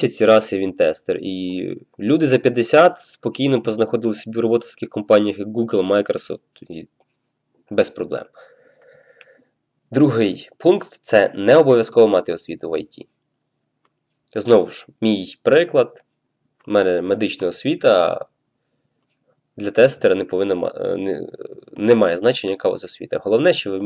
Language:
Ukrainian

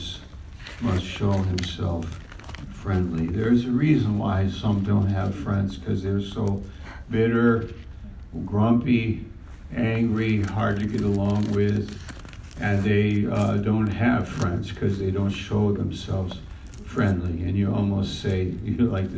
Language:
English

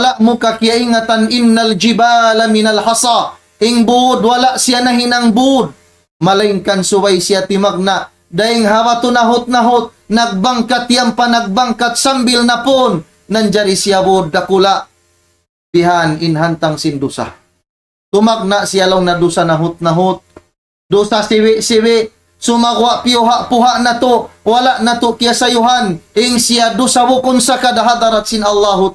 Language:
Tausug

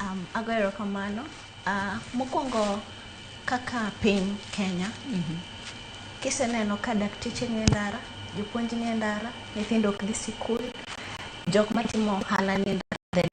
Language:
Luo (Kenya and Tanzania)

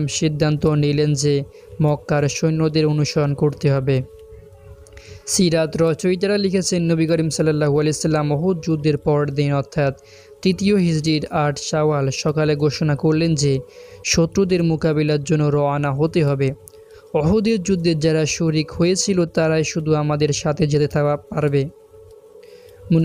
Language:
Bangla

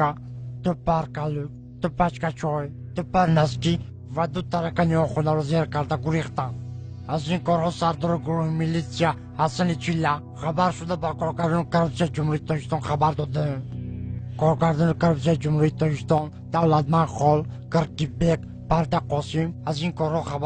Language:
Tajik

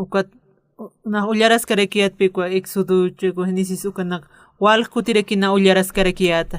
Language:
Aymara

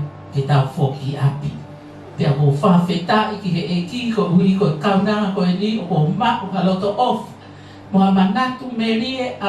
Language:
Tongan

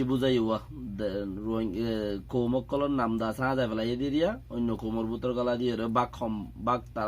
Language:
Rohingya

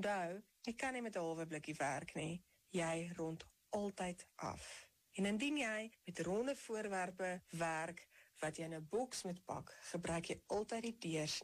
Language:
Afrikaans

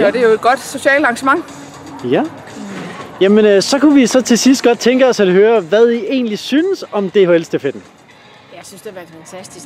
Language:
Danish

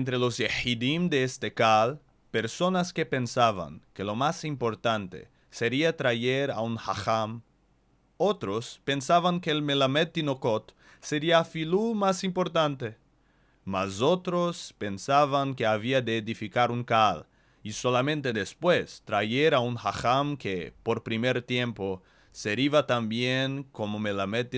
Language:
Ladino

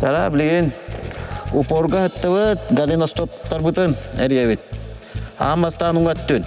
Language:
Yakut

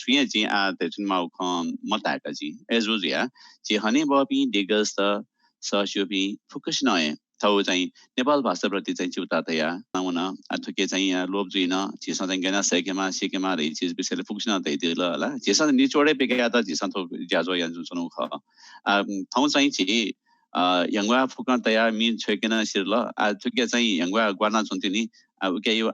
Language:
Newari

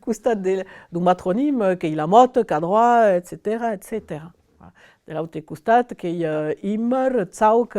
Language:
Occitan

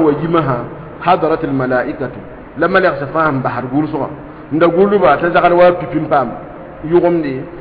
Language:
Mossi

